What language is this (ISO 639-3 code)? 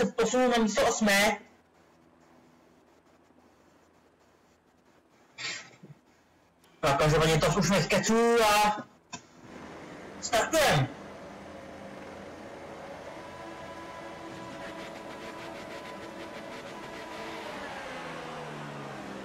ces